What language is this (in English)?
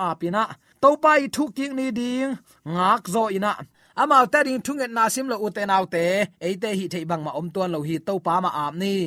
Tedim Chin